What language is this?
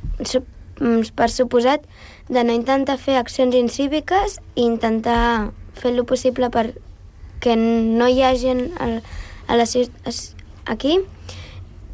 Catalan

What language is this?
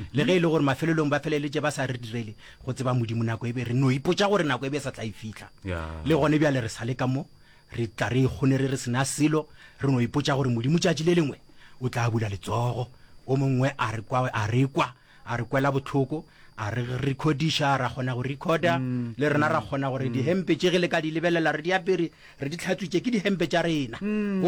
Northern Sotho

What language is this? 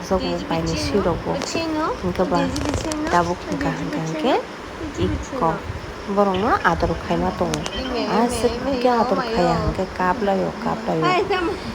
Kok Borok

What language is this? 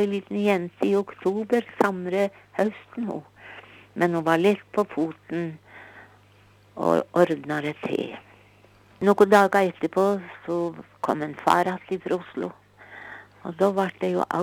Norwegian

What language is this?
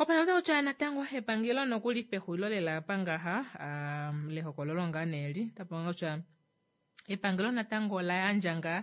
Kuanyama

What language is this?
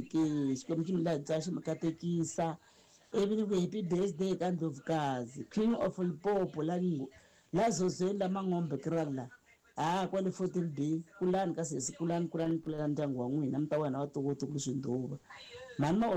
Tsonga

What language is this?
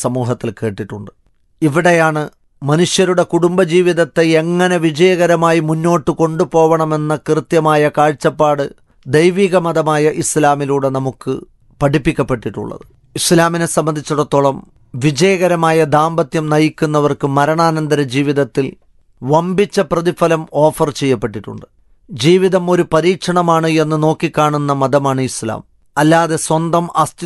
Malayalam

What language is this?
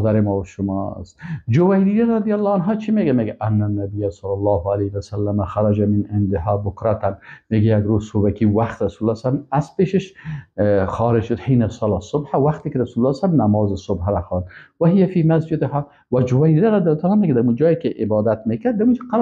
Persian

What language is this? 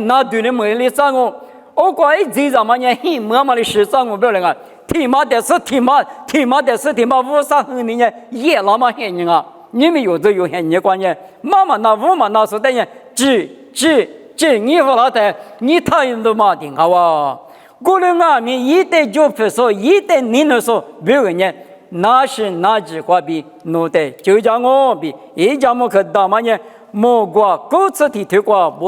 Lisu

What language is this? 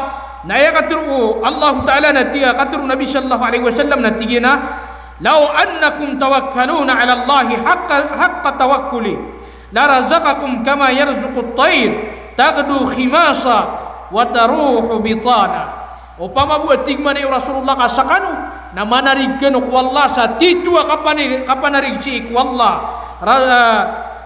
Maranao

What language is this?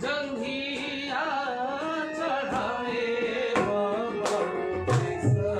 Maithili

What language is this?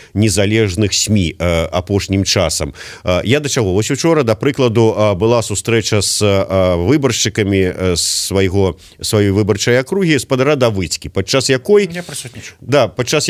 Belarusian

